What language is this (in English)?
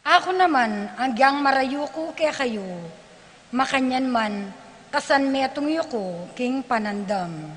Pampanga